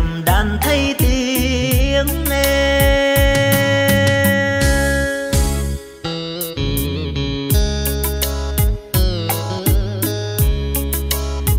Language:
Vietnamese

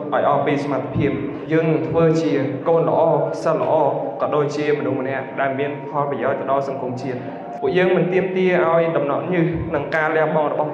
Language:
Khmer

